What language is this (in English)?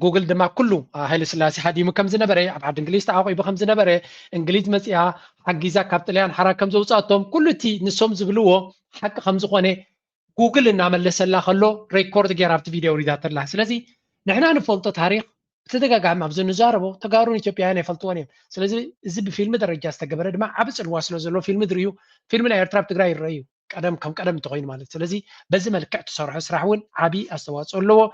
Tigrinya